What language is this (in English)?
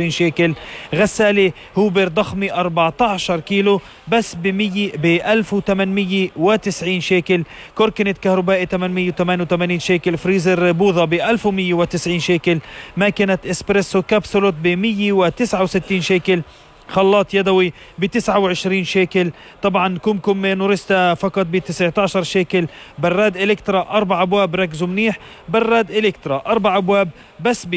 North Levantine Arabic